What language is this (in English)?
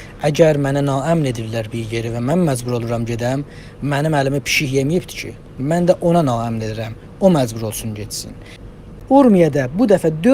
South Azerbaijani